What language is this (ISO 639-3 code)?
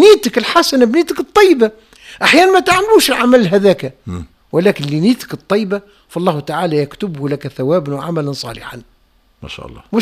aeb